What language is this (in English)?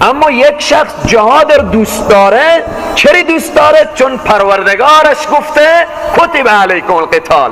Persian